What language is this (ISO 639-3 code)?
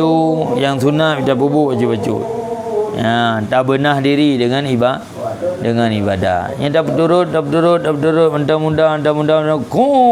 ace